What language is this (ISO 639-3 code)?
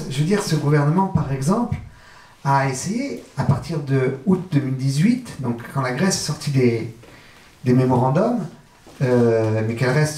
fra